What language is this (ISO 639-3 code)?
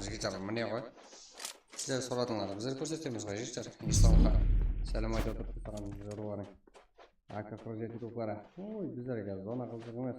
kaa